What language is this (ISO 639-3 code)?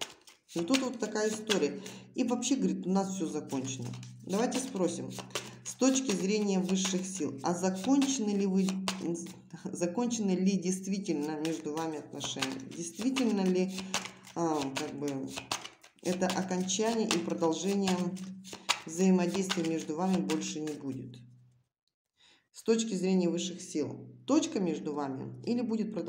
rus